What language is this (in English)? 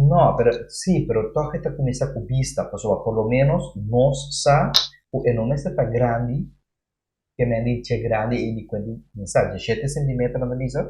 Papiamento